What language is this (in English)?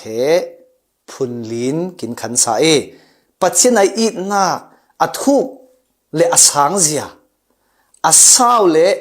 Falam Chin